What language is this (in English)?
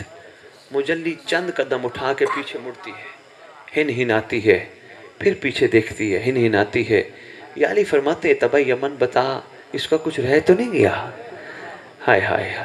Urdu